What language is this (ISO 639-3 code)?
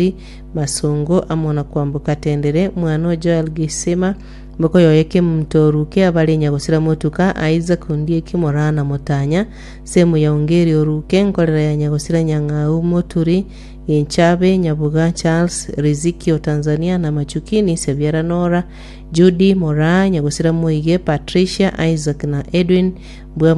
guz